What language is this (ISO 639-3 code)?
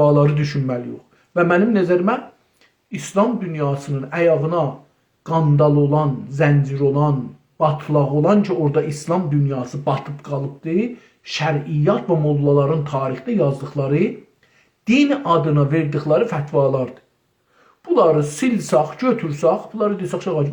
azb